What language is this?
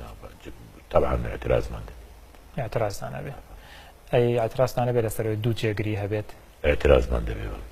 Central Kurdish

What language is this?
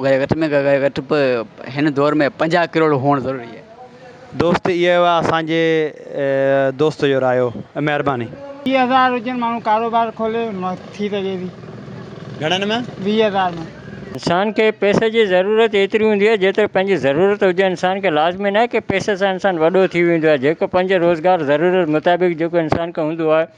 Sindhi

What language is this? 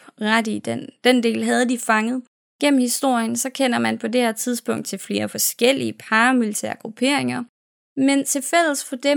Danish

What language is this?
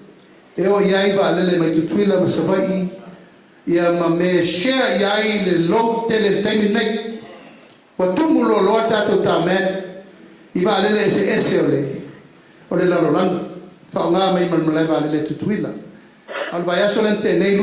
Samoan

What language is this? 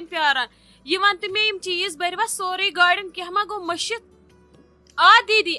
Kashmiri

